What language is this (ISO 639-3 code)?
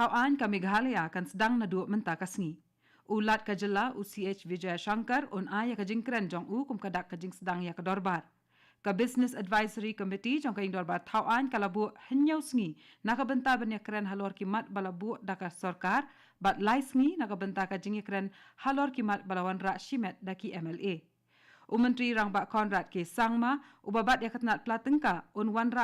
kha